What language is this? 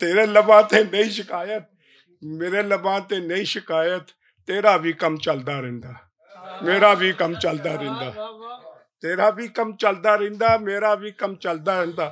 Western Panjabi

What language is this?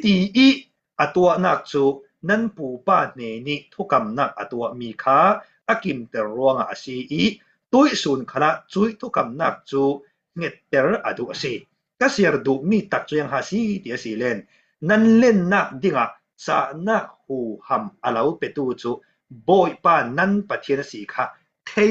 Falam Chin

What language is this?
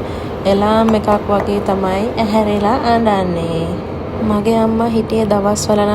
Sinhala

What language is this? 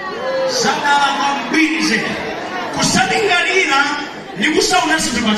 Nyanja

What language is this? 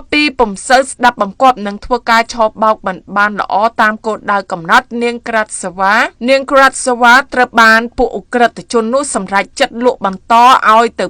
Khmer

